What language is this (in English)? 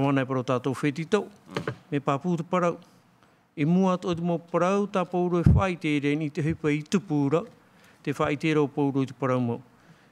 Tahitian